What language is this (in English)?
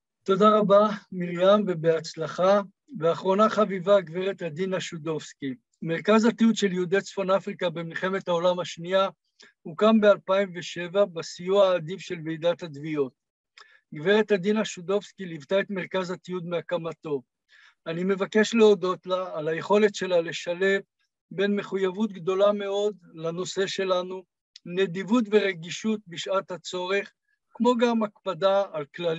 Hebrew